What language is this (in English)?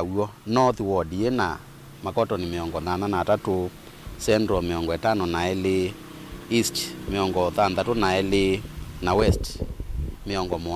Kamba